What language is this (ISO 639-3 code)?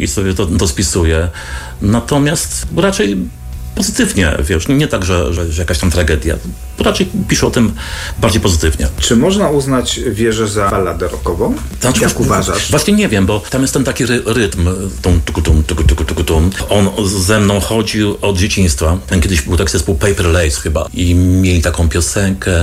pol